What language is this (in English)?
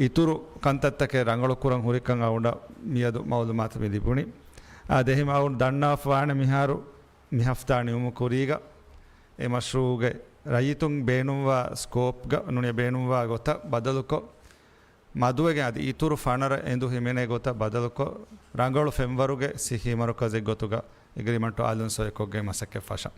Divehi